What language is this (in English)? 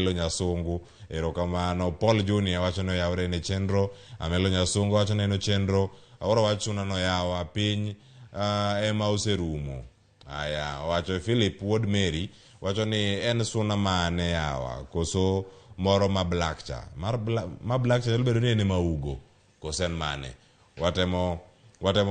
Luo (Kenya and Tanzania)